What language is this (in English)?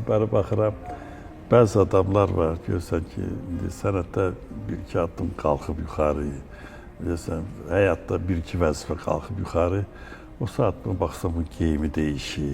Azerbaijani